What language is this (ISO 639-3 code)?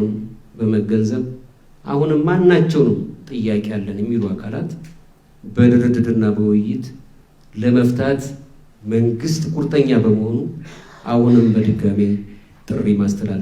amh